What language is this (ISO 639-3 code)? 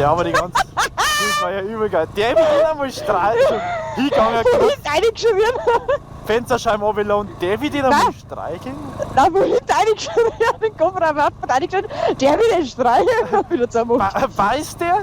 bar